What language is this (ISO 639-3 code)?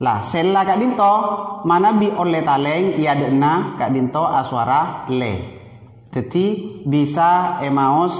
mad